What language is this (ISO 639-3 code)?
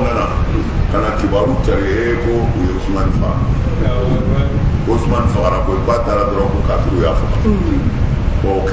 bam